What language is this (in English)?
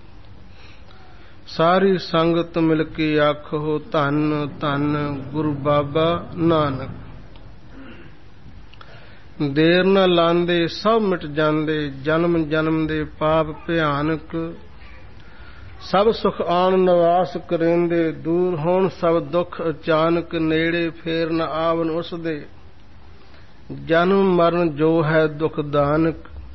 Punjabi